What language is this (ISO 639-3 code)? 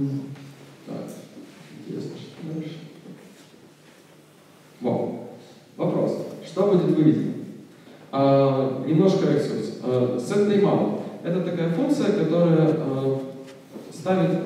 rus